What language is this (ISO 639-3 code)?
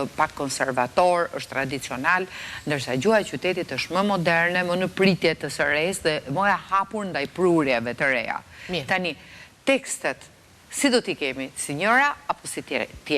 sqi